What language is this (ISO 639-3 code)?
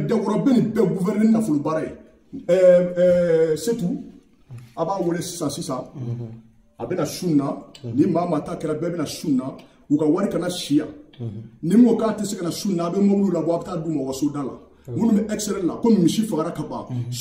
bam